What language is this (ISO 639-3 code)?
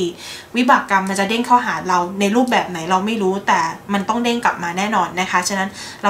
tha